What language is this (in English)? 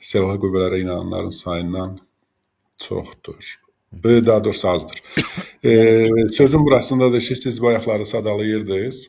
Azerbaijani